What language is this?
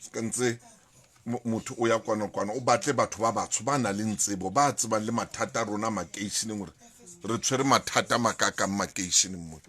Southern Sotho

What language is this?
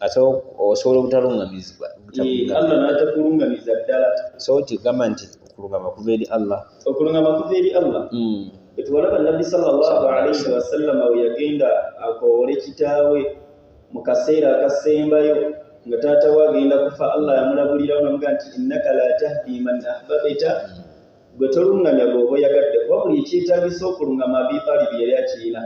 Ganda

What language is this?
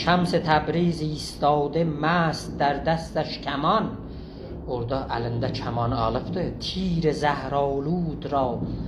South Azerbaijani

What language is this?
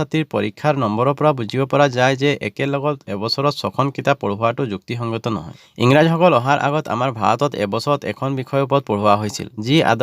Assamese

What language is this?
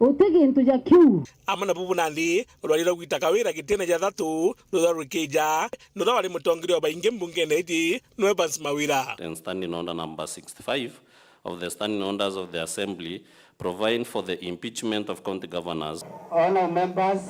Meru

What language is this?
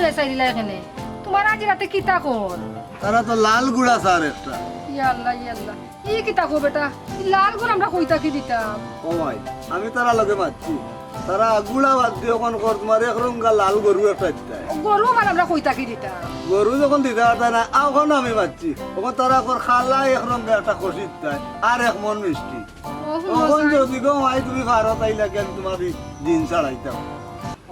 Sylheti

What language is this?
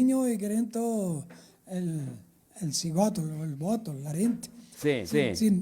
Venetian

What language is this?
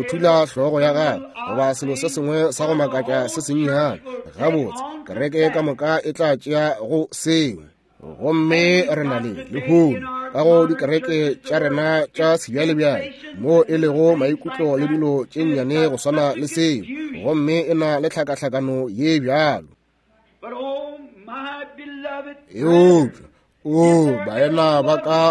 Northern Sotho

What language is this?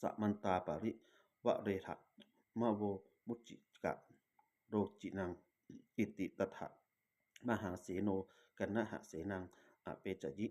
Pali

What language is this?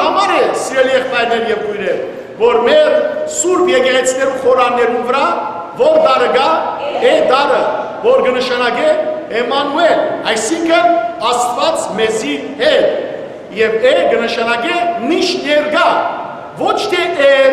Western Armenian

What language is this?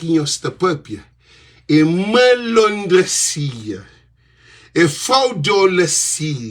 Kabuverdianu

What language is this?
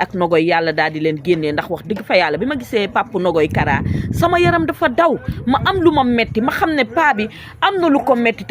Wolof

